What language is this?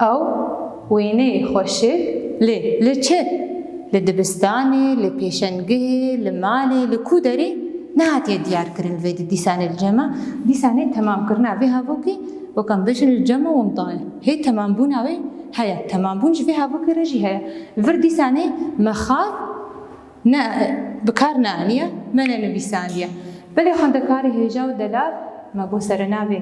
Kurdish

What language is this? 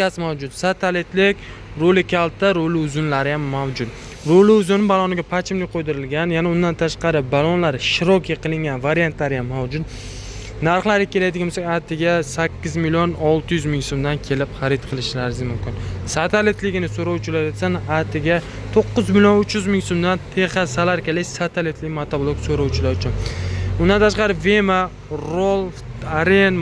Uzbek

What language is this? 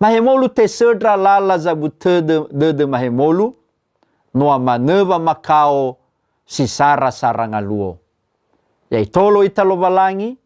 Nias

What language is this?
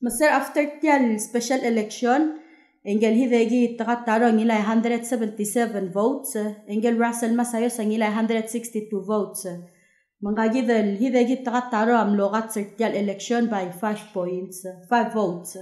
Palauan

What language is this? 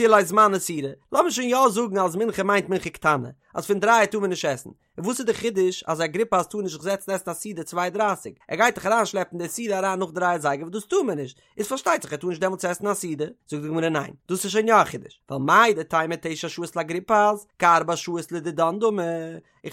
Yiddish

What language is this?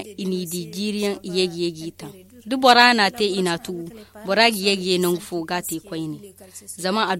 Zarma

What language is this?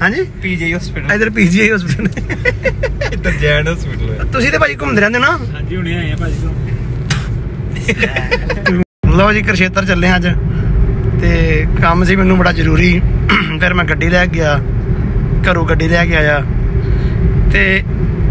Punjabi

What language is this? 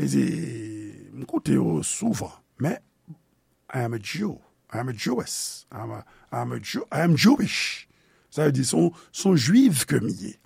Haitian Creole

